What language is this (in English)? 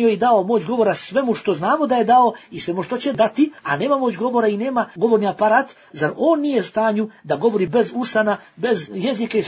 Bosnian